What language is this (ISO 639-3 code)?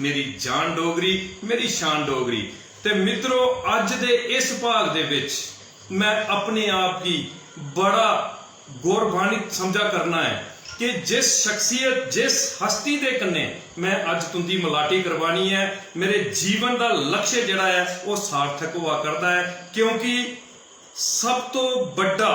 doi